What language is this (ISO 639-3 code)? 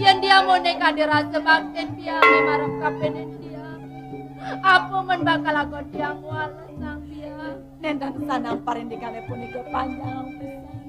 ban